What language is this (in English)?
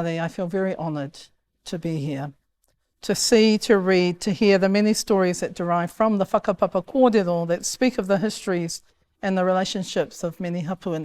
Māori